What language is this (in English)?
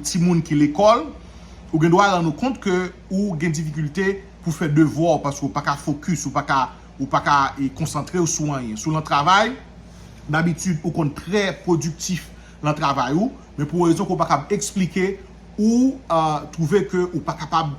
Haitian Creole